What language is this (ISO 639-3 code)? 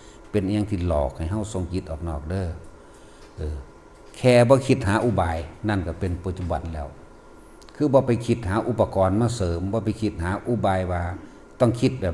tts